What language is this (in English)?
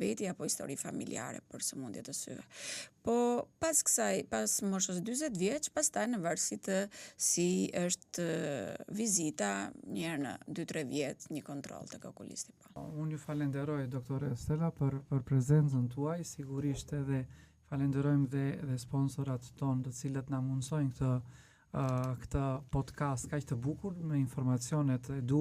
Albanian